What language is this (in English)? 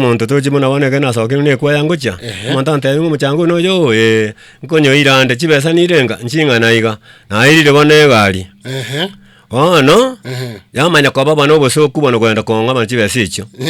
Gusii